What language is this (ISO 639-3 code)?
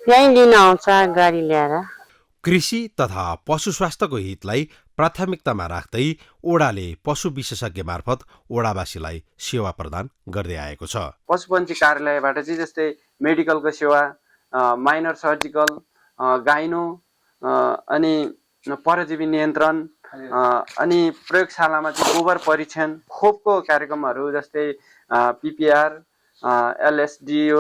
nep